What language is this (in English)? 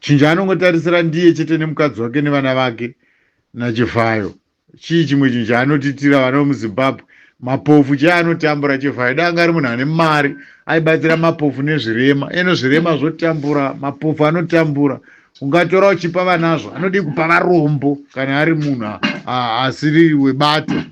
Shona